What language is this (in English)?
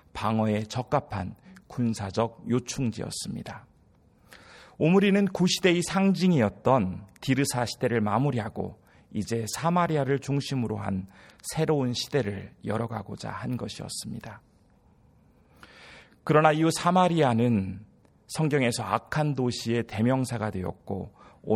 Korean